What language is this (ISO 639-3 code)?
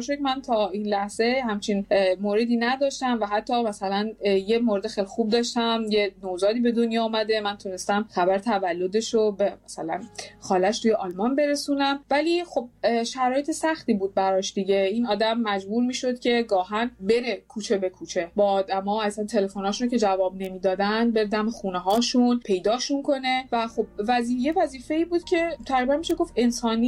fas